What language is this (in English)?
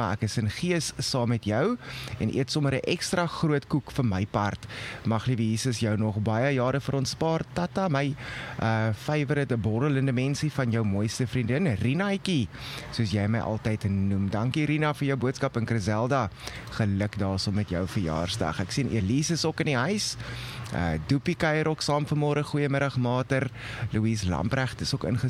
Afrikaans